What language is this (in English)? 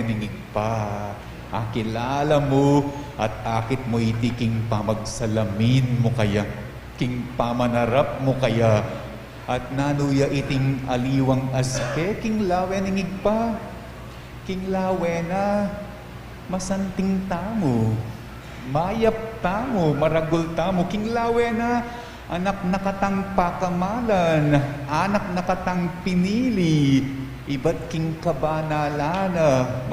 Pampanga